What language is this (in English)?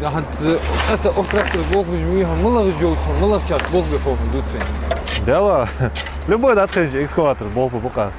Ingush